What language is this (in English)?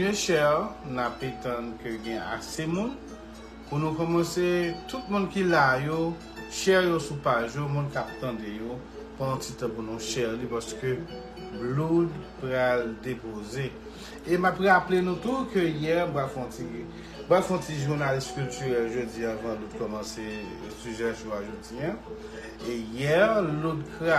Haitian Creole